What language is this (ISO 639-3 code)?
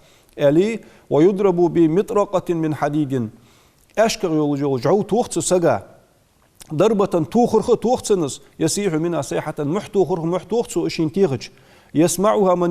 inh